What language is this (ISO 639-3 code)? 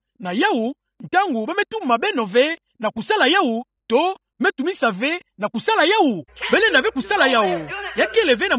ktu